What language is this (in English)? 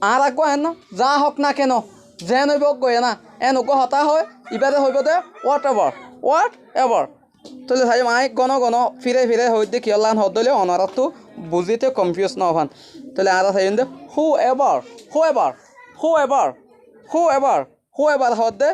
Rohingya